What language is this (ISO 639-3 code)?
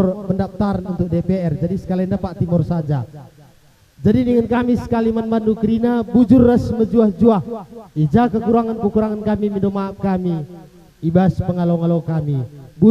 btx